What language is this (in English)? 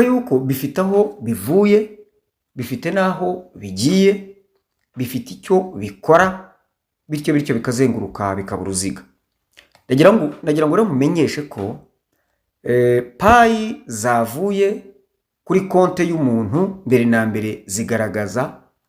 Kinyarwanda